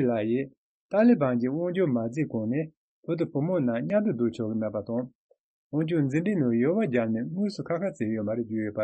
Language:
Tibetan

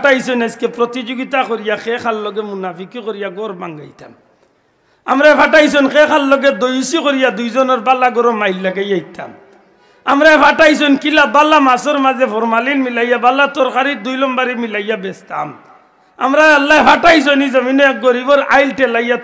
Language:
Sylheti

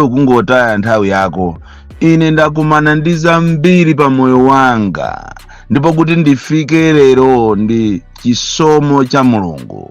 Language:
Nyanja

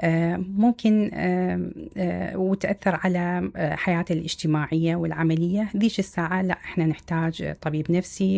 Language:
Mesopotamian Arabic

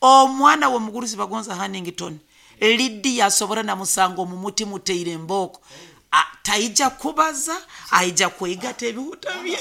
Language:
Nyankole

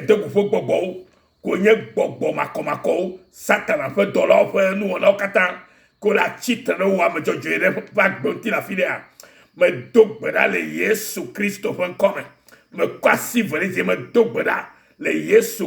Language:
Ewe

